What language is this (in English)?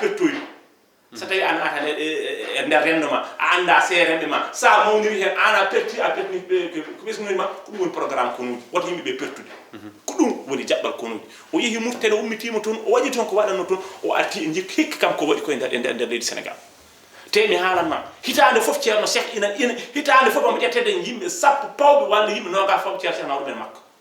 Fula